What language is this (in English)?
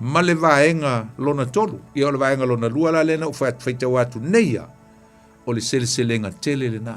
Samoan